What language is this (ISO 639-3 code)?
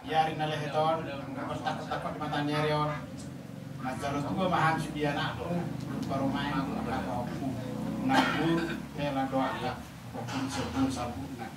bbc